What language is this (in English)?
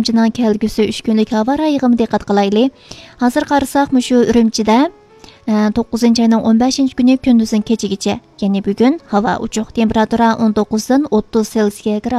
Uyghur